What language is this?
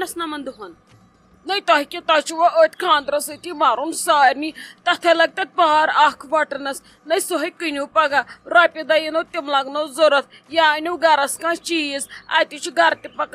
Kashmiri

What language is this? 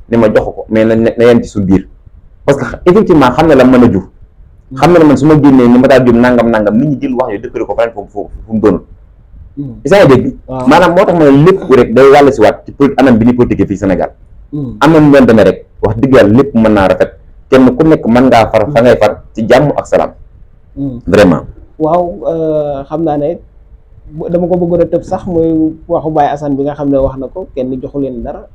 Wolof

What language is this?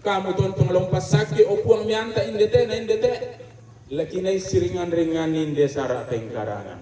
Toraja-Sa'dan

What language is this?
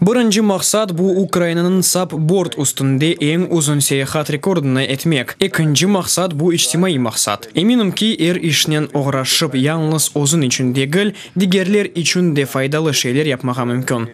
Crimean Tatar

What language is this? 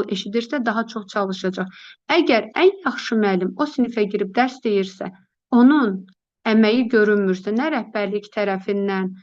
Azerbaijani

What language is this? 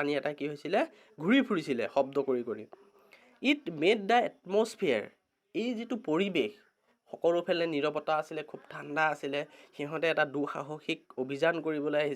Assamese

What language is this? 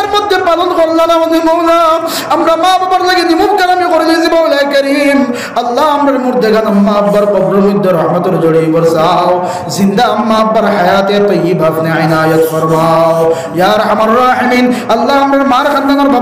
Sylheti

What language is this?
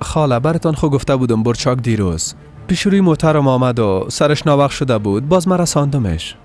Persian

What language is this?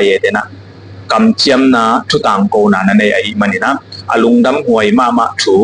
Tedim Chin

